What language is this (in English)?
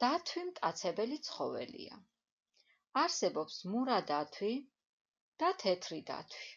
Georgian